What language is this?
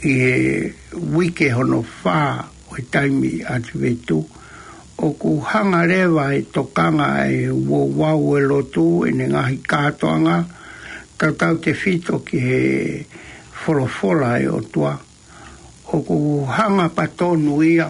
Tongan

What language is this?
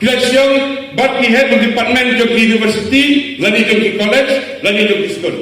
Khasi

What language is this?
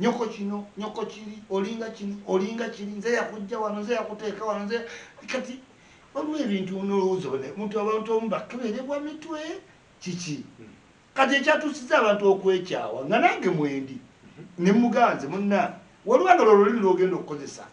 Ganda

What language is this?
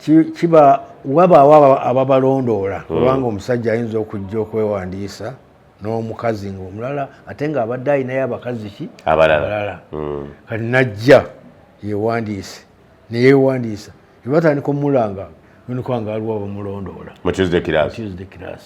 Ganda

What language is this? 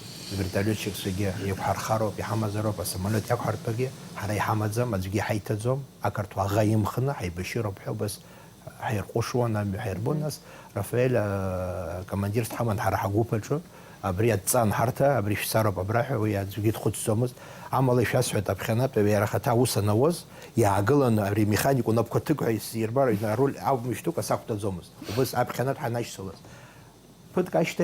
Abkhazian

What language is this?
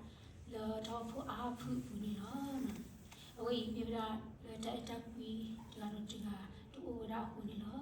S'gaw Karen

